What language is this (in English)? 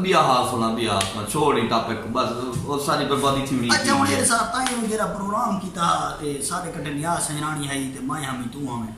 Saraiki